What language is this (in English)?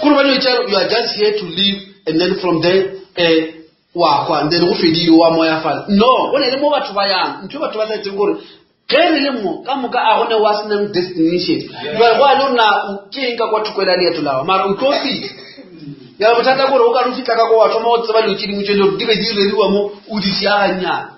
Northern Sotho